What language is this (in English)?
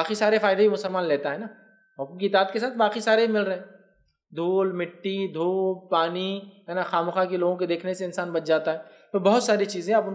Urdu